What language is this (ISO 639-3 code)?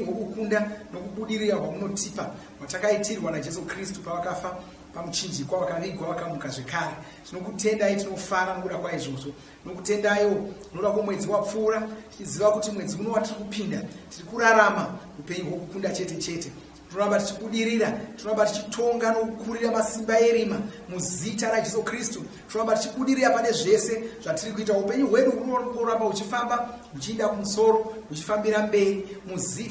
sna